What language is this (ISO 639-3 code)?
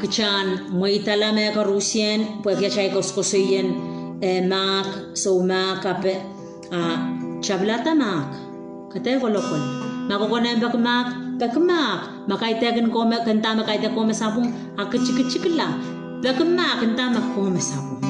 pon